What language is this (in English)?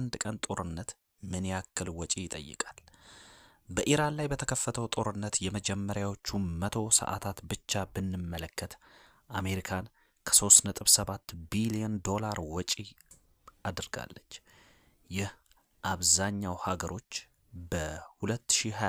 Amharic